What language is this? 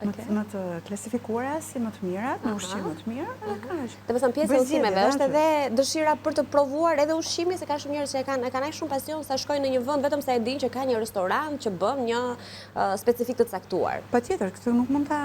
Albanian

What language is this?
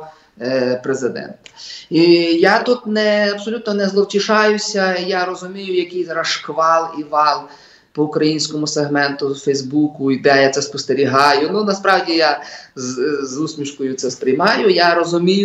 Ukrainian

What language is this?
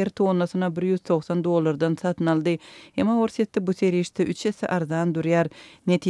Turkmen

